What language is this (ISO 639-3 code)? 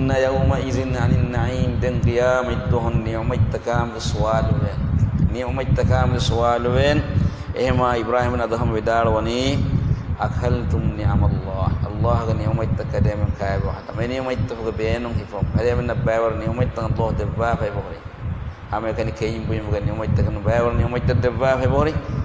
div